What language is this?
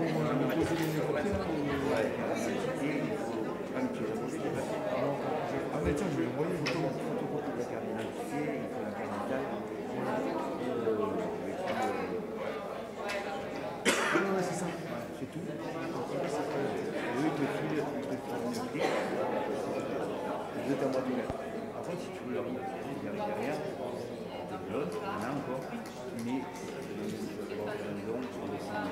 French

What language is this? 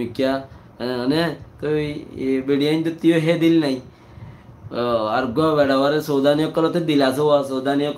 Rohingya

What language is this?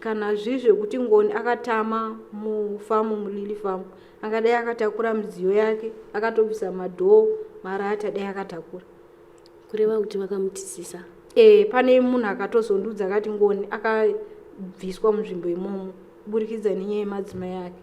Shona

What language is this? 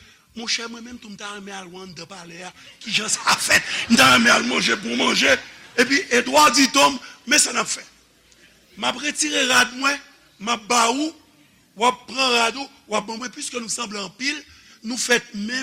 Haitian Creole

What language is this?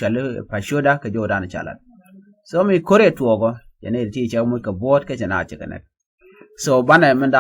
Nuer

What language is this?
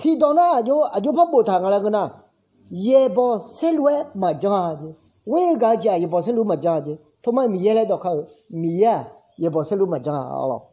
Akha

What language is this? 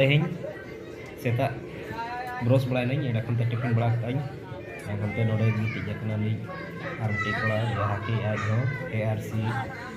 Santali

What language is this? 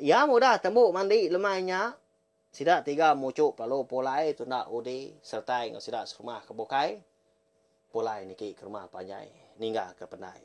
Iban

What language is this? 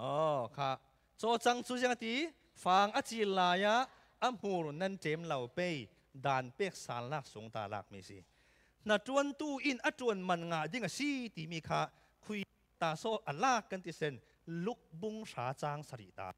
Falam Chin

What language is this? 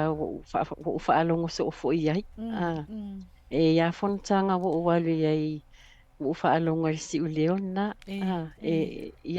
Samoan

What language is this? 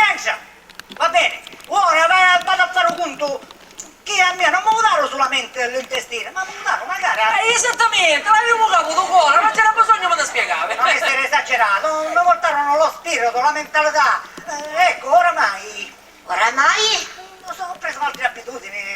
Sicilian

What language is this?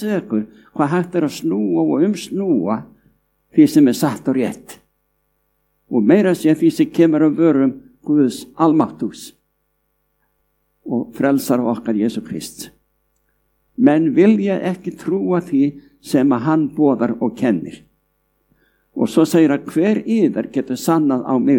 Icelandic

